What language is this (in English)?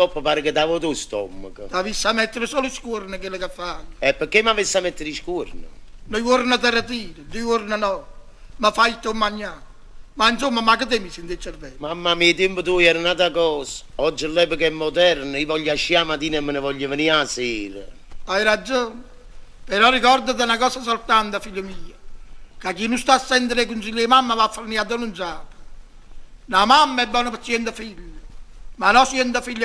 Neapolitan